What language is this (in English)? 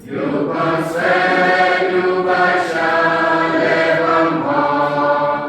Khasi